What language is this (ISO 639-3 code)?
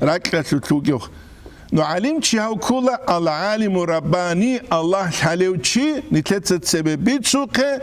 ava